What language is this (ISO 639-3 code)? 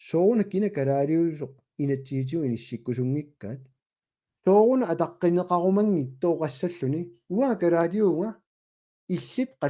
kal